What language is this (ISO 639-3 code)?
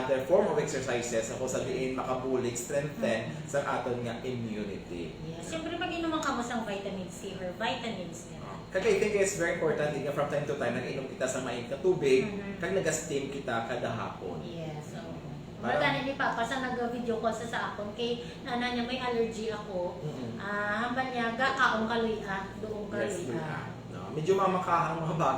hil